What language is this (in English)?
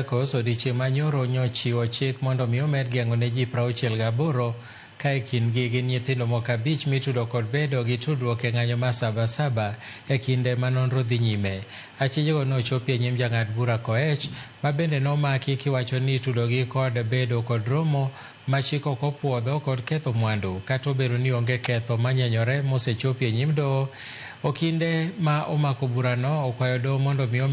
Luo (Kenya and Tanzania)